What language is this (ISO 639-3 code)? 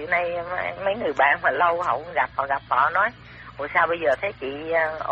vie